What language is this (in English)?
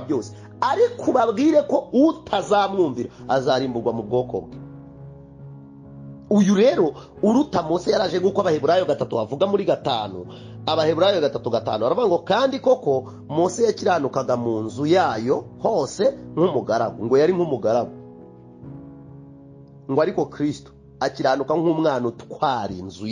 Kinyarwanda